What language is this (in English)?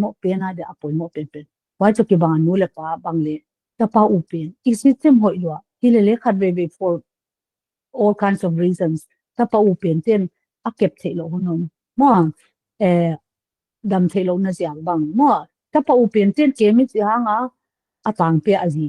Paite Chin